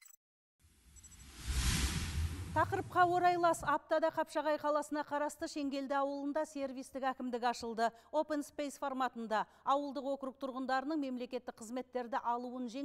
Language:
Kazakh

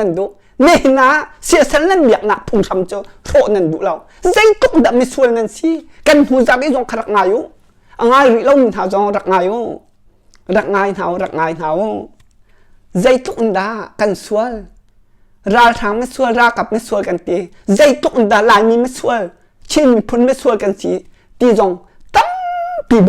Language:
Hakha Chin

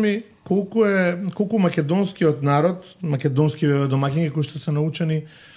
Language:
Macedonian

